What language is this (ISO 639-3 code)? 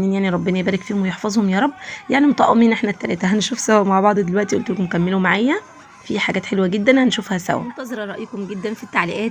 arz